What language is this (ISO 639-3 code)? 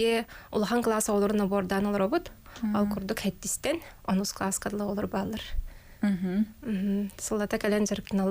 sah